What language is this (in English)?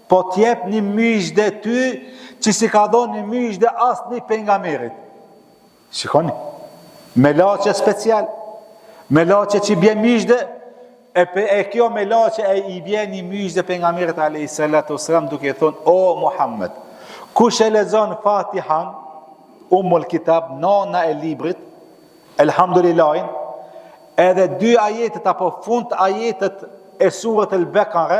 Albanian